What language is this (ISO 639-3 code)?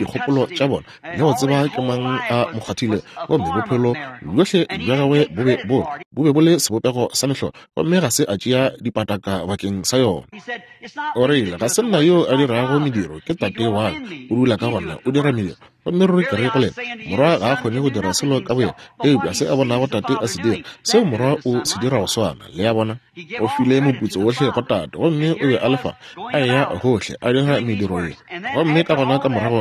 nso